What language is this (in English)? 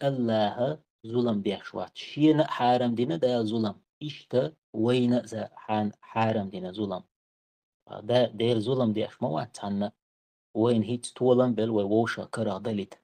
Chechen